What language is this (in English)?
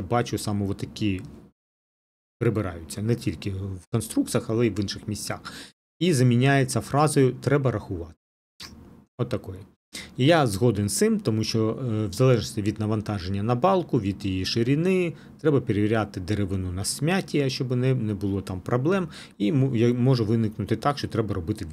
Ukrainian